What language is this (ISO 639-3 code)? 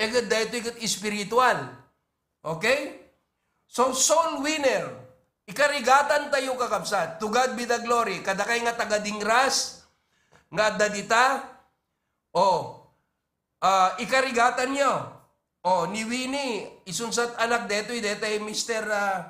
ilo